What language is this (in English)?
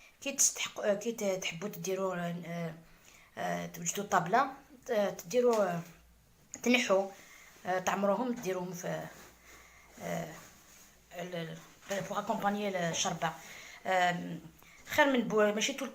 Algerian Arabic